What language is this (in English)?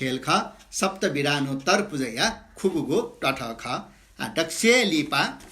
Newari